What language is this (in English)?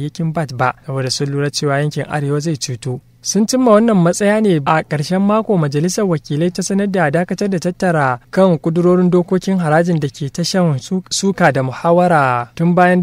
Hausa